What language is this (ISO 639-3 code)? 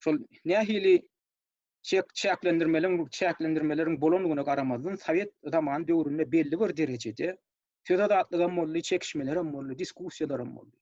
tuk